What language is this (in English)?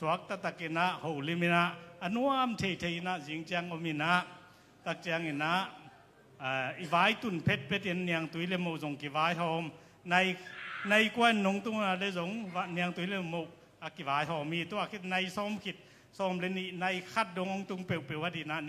Tedim Chin